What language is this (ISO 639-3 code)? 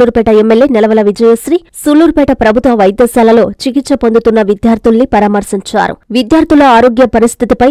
tel